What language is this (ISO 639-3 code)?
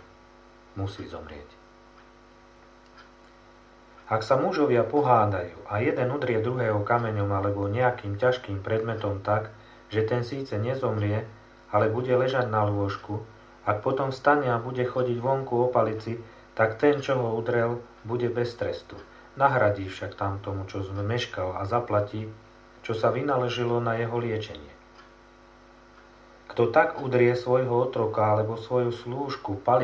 slk